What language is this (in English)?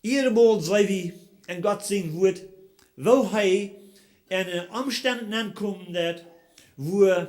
Plautdietsch